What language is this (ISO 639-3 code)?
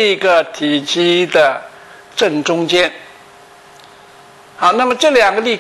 zho